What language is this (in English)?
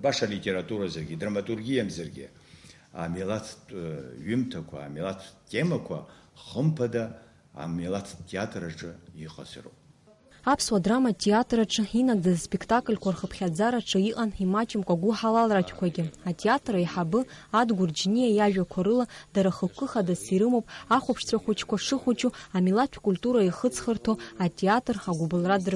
Abkhazian